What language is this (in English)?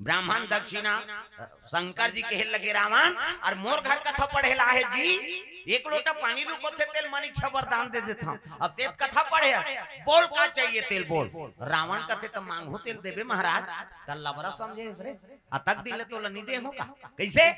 Chhattisgarhi